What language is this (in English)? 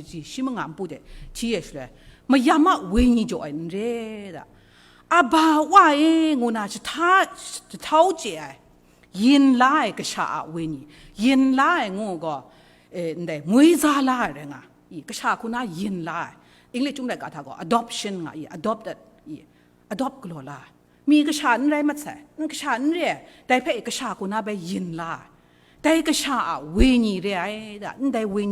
Kachin